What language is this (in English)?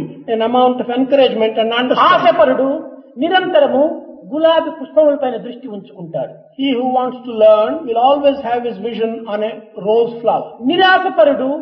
Telugu